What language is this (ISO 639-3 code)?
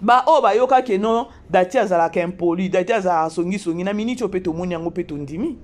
lin